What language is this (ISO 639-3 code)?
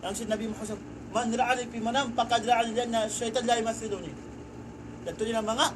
tsg